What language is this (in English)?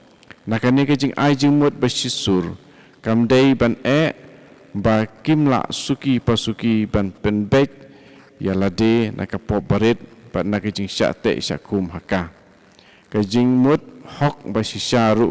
Khasi